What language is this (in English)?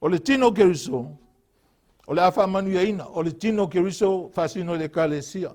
Samoan